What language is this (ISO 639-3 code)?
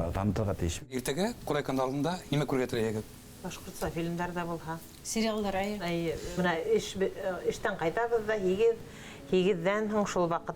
bak